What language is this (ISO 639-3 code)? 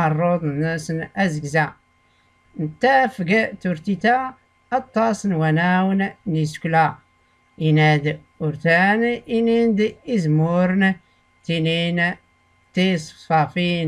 shi